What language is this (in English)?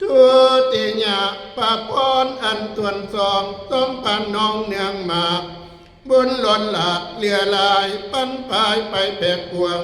Northeastern Thai